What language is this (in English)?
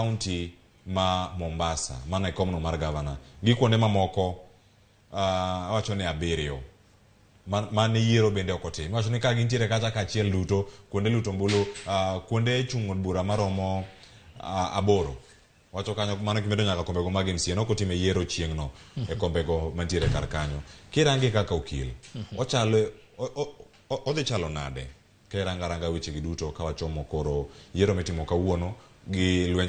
Luo (Kenya and Tanzania)